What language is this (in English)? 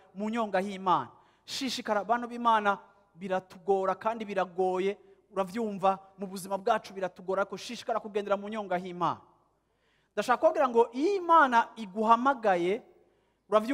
Rundi